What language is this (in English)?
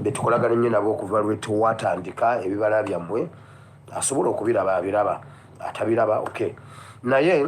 Ganda